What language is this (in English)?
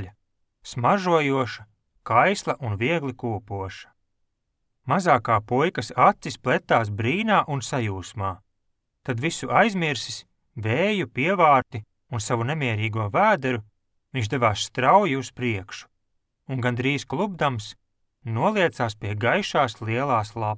Latvian